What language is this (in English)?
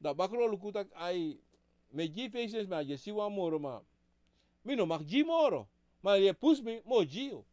Sranan Tongo